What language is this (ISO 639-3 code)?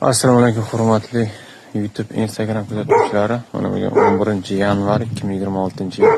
uzb